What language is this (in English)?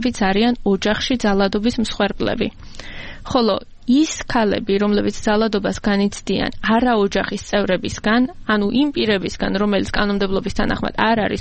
Georgian